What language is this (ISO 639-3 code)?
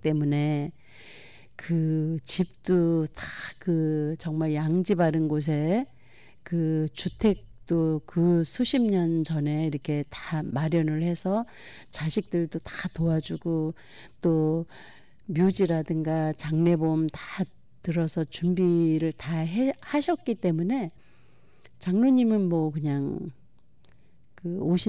kor